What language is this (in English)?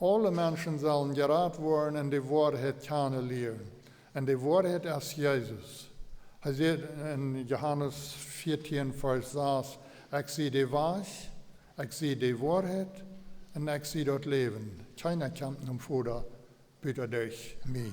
Plautdietsch